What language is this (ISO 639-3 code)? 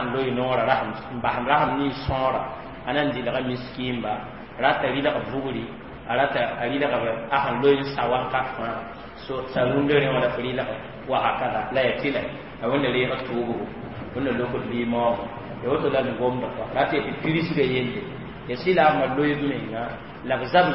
mos